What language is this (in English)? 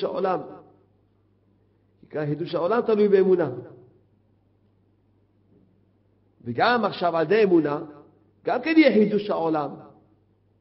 Hebrew